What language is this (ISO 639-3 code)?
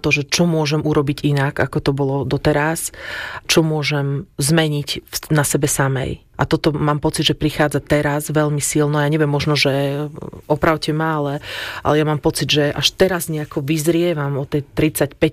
slk